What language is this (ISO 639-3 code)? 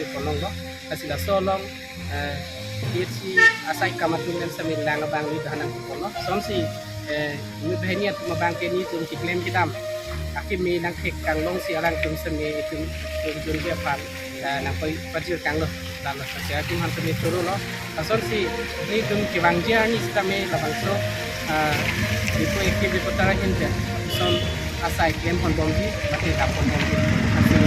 mjw